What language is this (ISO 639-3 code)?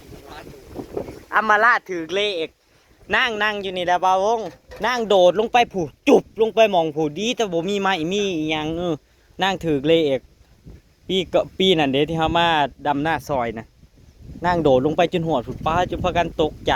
tts